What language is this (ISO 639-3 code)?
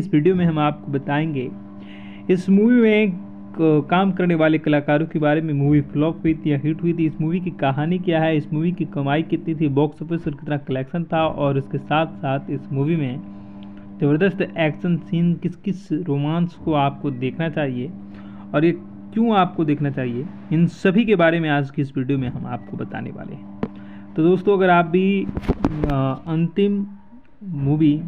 hin